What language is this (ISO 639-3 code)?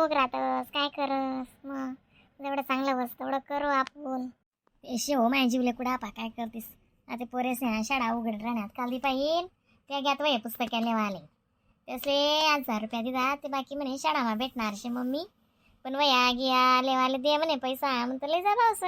khn